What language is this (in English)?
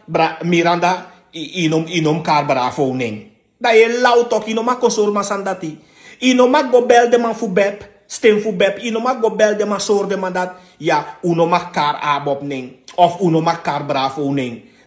Sranan Tongo